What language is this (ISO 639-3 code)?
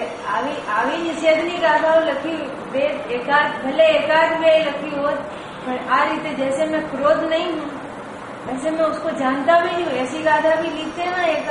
guj